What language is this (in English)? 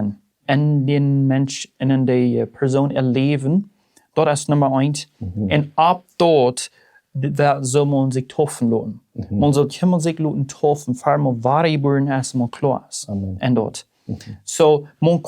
Plautdietsch